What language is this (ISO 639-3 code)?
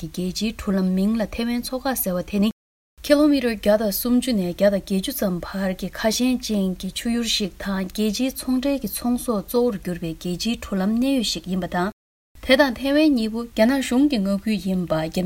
bod